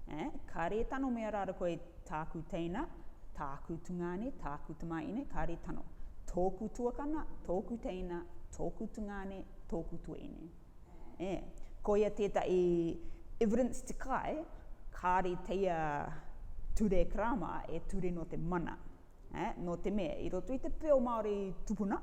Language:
Rarotongan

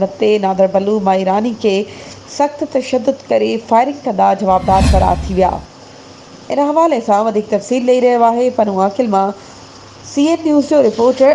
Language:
Sindhi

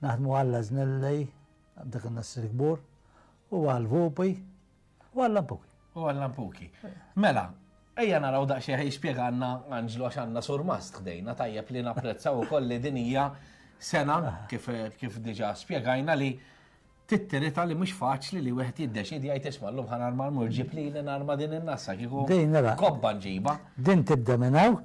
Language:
Maltese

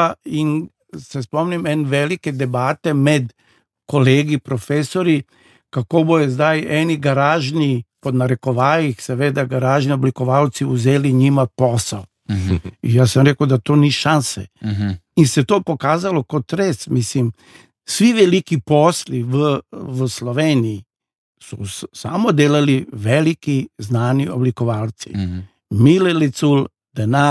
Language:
Slovenian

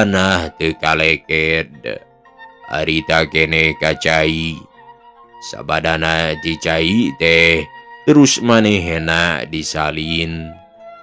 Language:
Sundanese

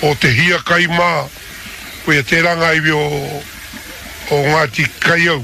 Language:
Māori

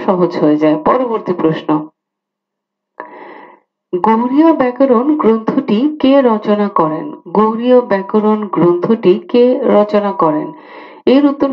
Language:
Bangla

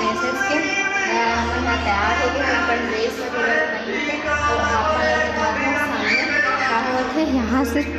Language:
Chhattisgarhi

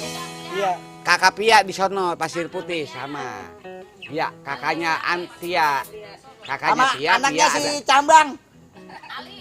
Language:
Betawi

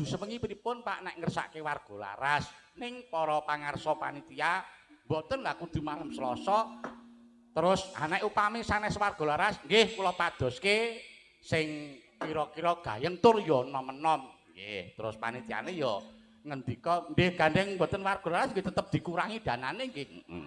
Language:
Javanese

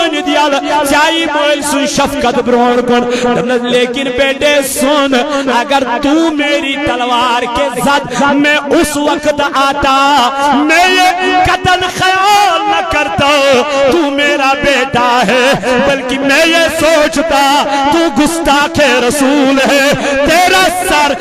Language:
Kashmiri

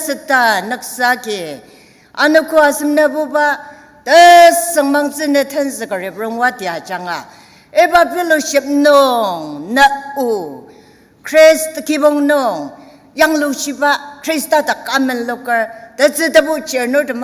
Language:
Ao Naga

